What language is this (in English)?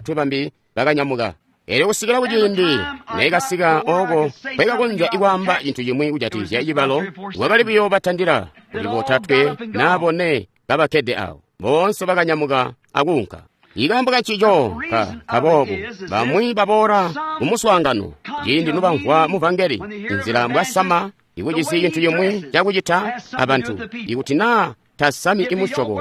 Tonga (Zambia)